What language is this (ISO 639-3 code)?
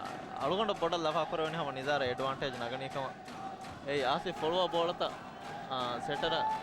div